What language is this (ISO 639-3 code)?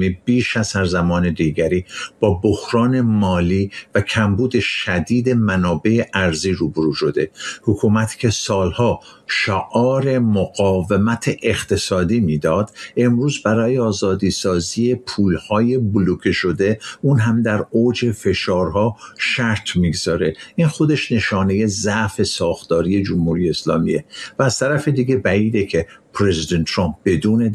fas